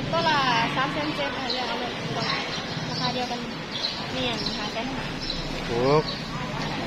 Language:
Lao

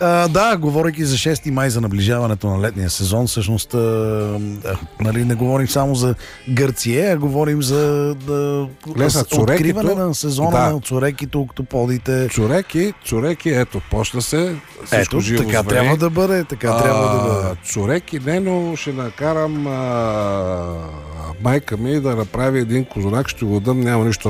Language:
Bulgarian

